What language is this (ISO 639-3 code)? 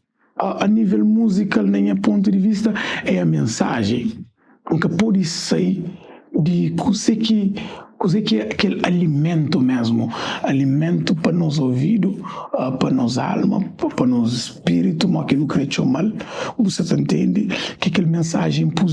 kea